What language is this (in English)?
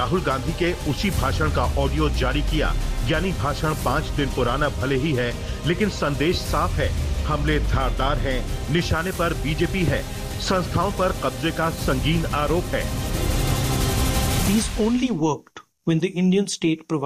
Hindi